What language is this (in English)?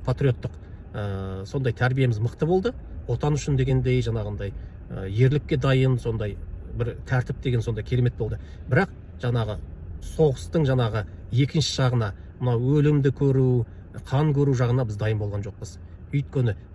Kazakh